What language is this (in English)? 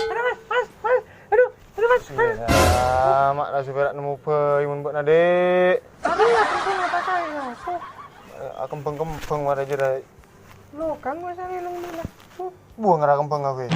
Madurese